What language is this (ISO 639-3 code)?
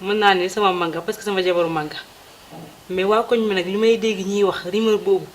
wol